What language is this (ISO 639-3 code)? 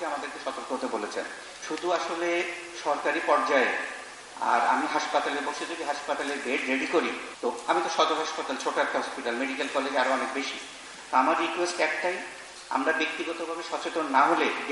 ben